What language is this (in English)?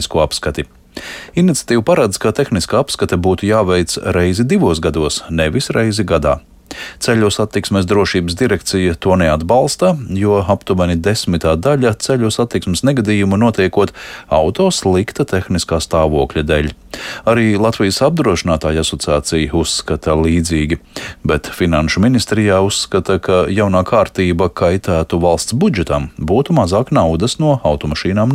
Latvian